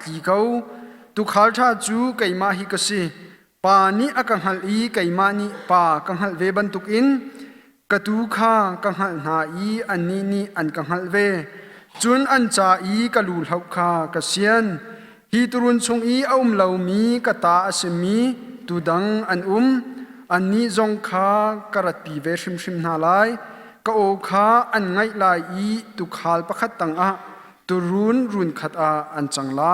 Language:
Hakha Chin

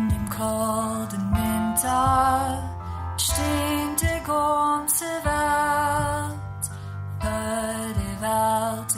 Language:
Plautdietsch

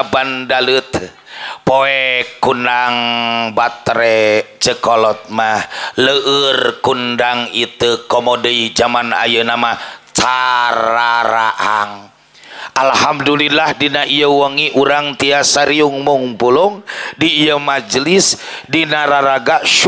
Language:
Sundanese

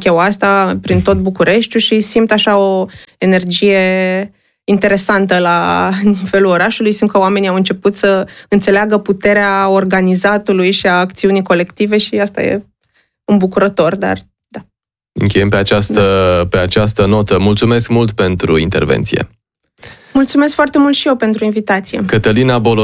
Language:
Romanian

